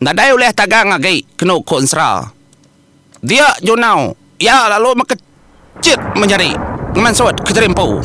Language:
Iban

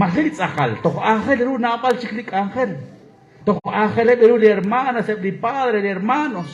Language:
Kekchí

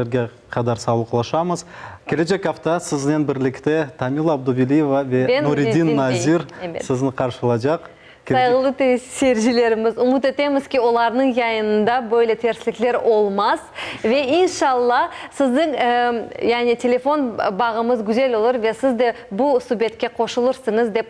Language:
Crimean Tatar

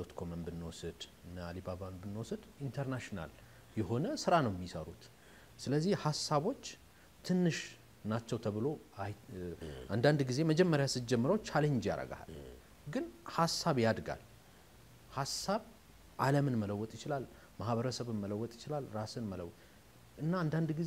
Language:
Amharic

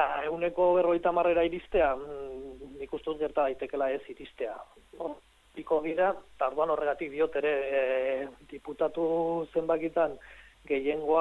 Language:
Basque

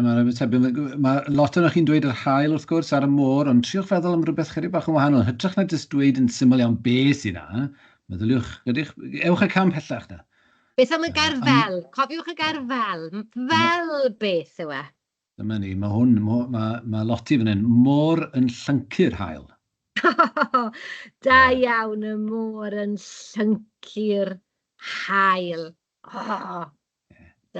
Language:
Welsh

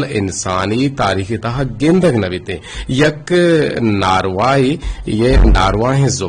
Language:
Eastern Balochi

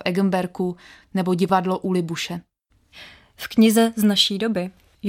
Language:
Czech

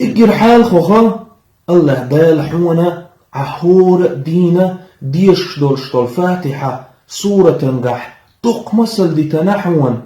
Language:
Chechen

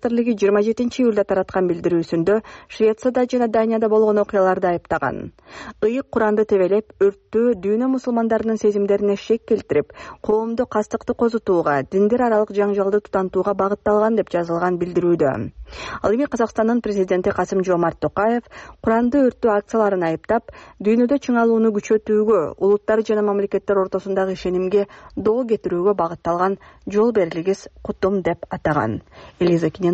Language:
Kyrgyz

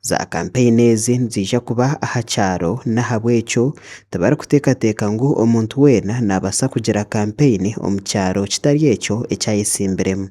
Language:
Nyankole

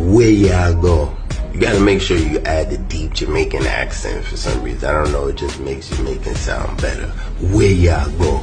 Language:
Jamaican Creole English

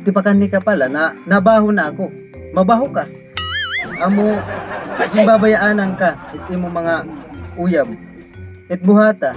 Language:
Waray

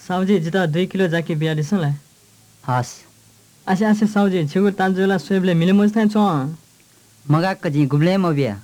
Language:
Newari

